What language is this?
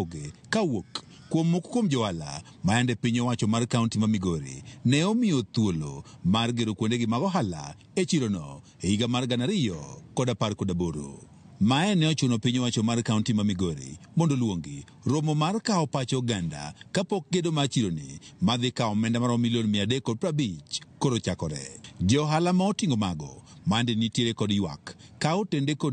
Luo (Kenya and Tanzania)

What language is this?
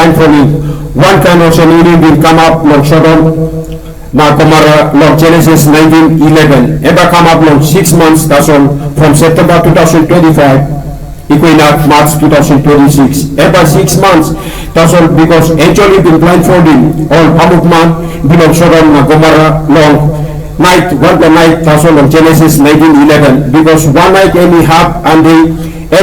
Tok Pisin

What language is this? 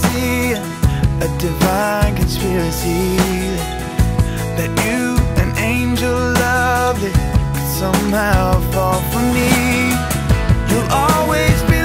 English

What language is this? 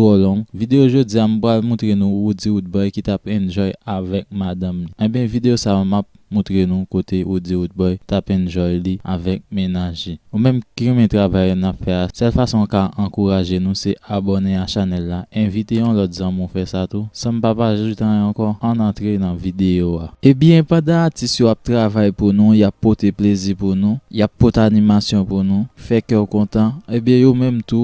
Haitian Creole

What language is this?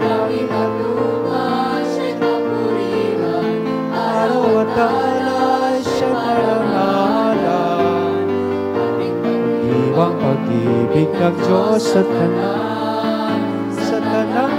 Bikol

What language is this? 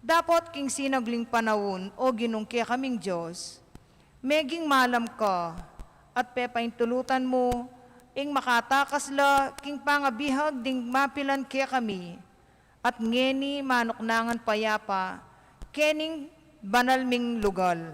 Pampanga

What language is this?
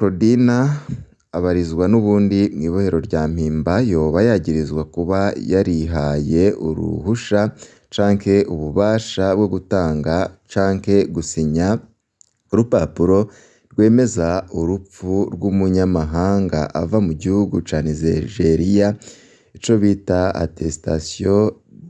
Rundi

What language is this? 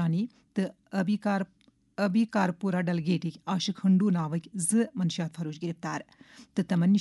Kashmiri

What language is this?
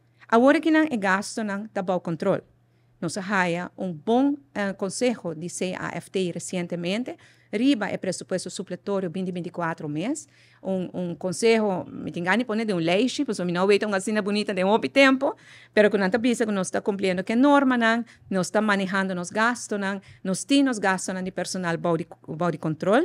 Papiamento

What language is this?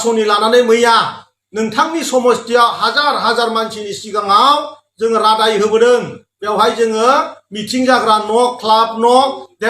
Bodo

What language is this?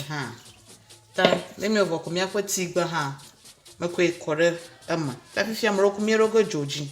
Ewe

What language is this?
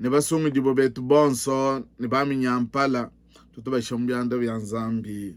Luba-Lulua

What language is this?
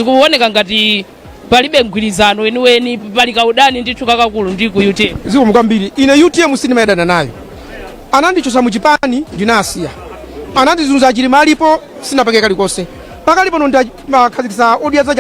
Nyanja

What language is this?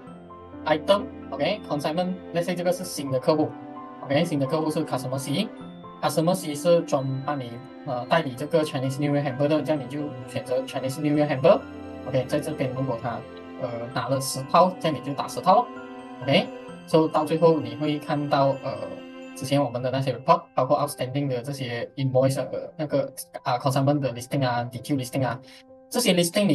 Chinese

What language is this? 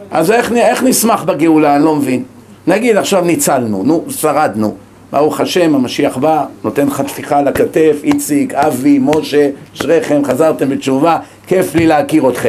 Hebrew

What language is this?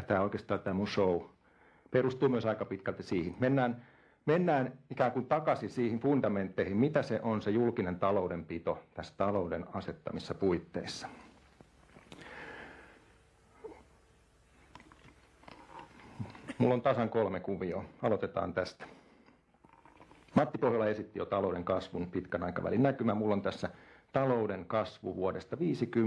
Finnish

